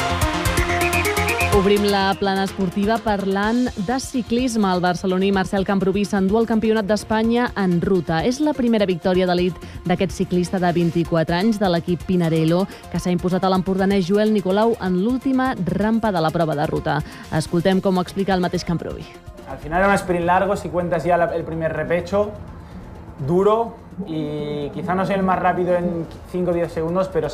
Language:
Catalan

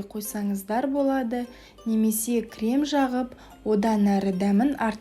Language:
Kazakh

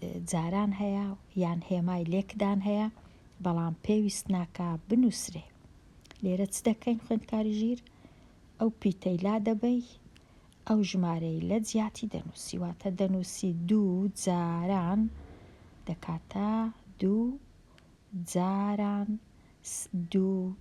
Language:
Central Kurdish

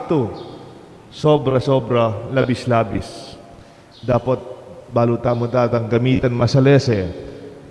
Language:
Pampanga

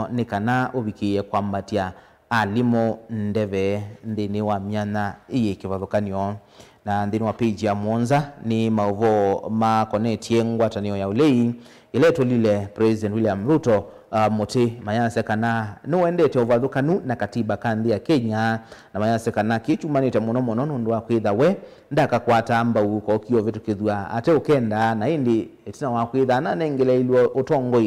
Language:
Kamba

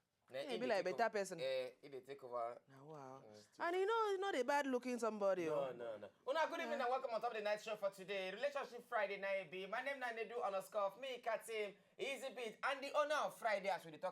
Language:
Nigerian Pidgin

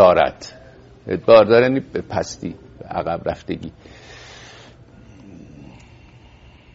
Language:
Persian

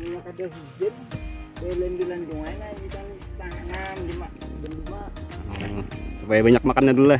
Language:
Banjar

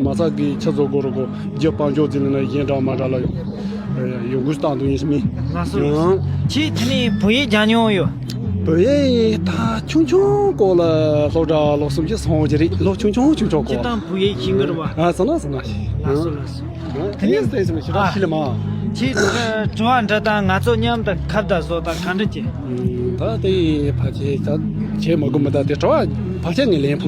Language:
Tibetan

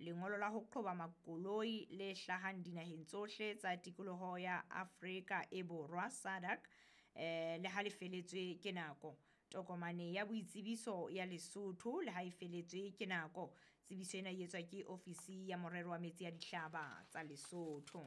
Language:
Southern Sotho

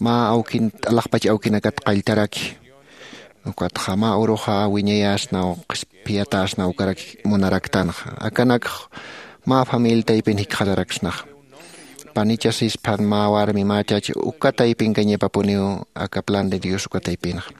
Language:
Aymara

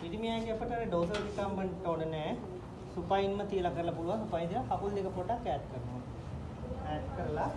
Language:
Sinhala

